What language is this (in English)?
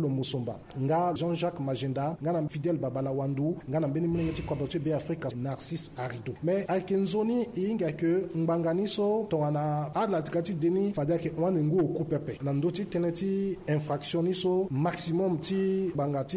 Sango